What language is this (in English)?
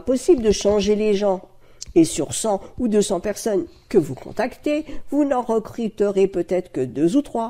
French